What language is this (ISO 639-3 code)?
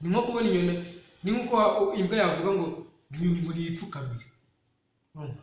kin